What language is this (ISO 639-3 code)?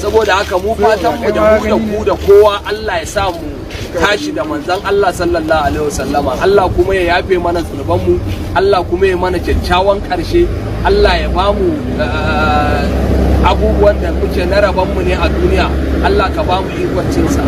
hau